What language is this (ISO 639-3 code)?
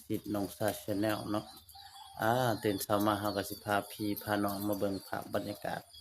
lao